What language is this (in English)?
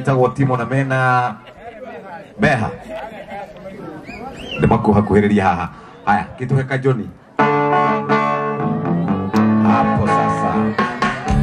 Kikuyu